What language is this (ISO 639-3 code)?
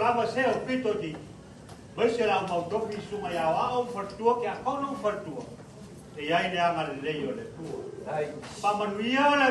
smo